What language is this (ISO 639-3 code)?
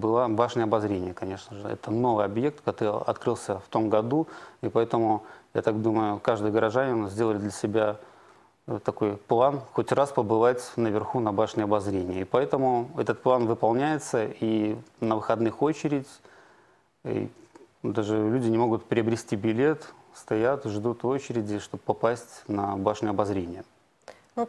rus